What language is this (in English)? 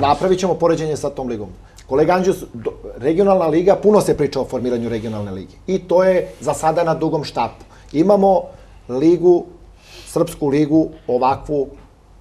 Serbian